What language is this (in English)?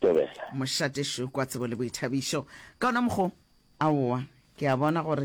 Northern Sotho